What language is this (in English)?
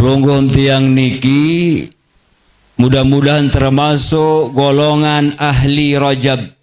Sasak